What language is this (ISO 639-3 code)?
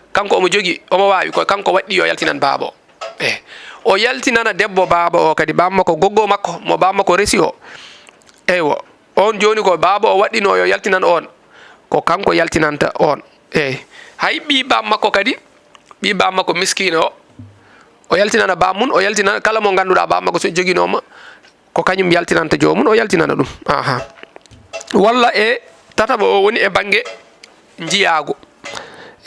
ful